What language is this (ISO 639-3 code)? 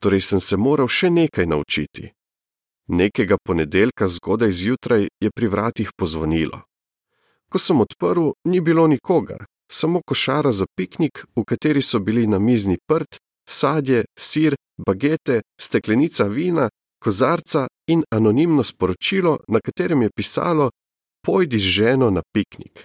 slv